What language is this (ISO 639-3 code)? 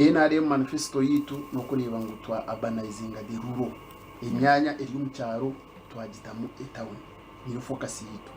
nyn